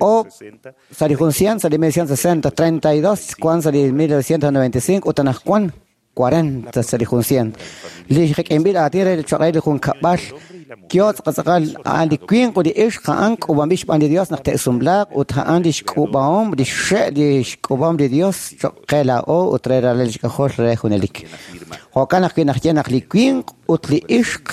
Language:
Kekchí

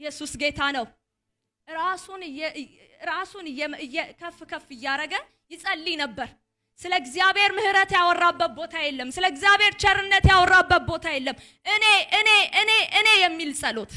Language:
Amharic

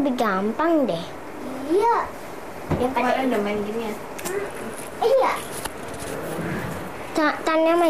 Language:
Indonesian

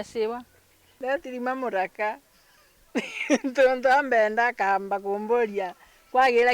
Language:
Meru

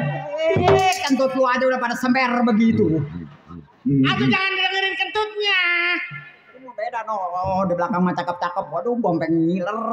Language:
Betawi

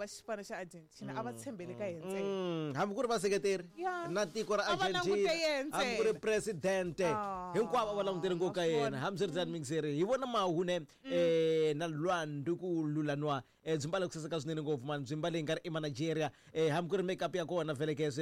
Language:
Tsonga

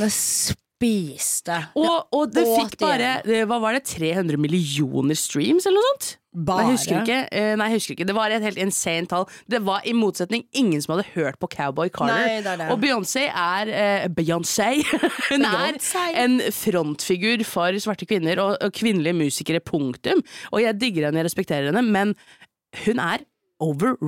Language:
Norwegian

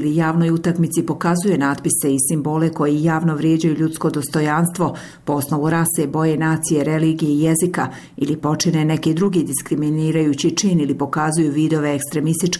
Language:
Bosnian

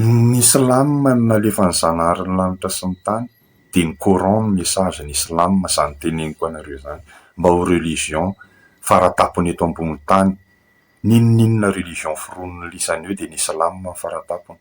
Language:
Malagasy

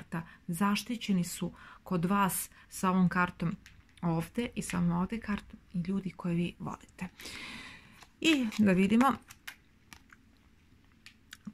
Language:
Serbian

